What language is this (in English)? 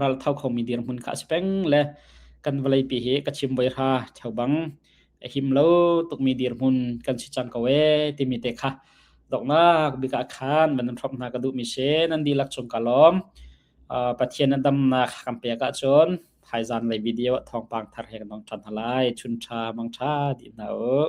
Hakha Chin